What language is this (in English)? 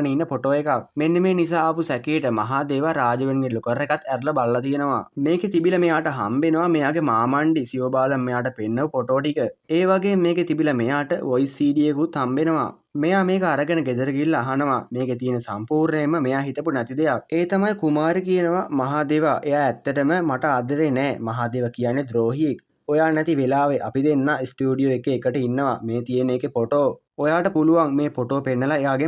Sinhala